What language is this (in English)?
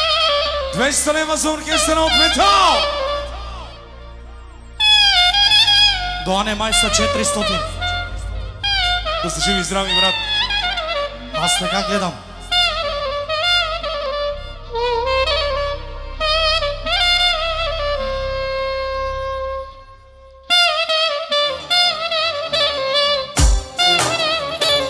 Bulgarian